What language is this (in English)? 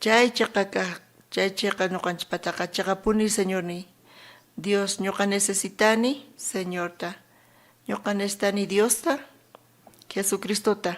South Bolivian Quechua